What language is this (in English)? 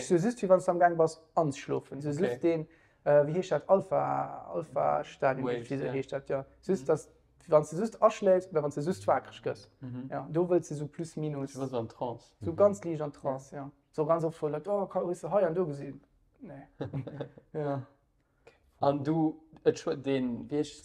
Luxembourgish